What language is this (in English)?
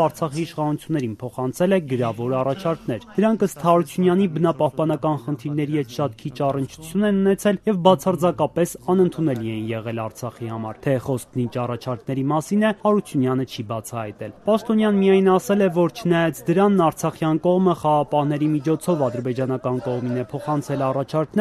Armenian